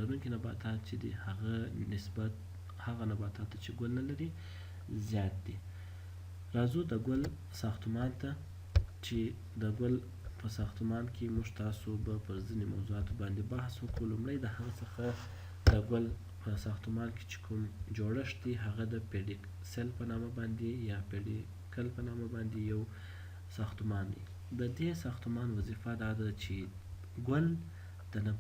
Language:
Pashto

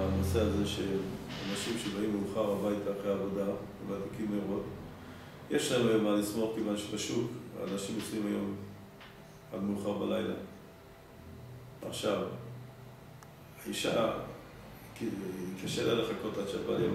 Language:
Hebrew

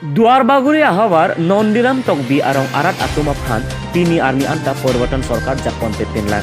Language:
Karbi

